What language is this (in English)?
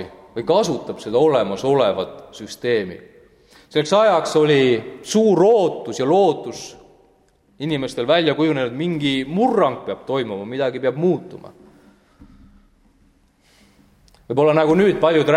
Estonian